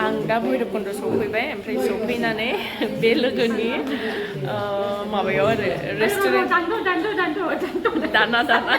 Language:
Bodo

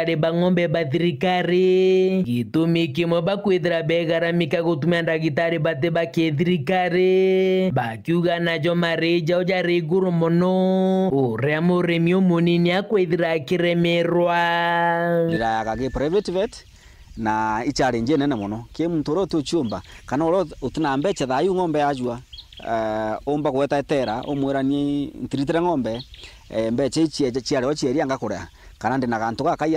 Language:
Meru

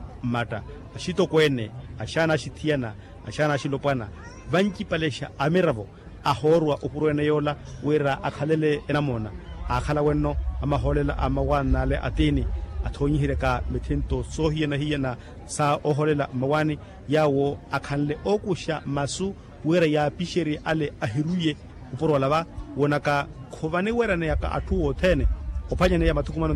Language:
Makhuwa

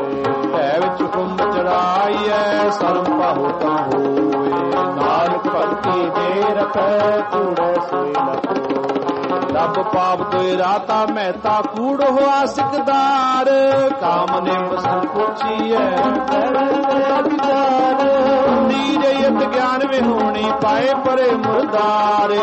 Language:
Punjabi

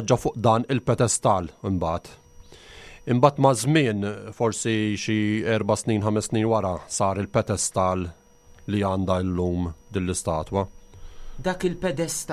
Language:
Maltese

